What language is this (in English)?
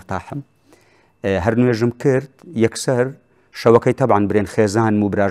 Central Kurdish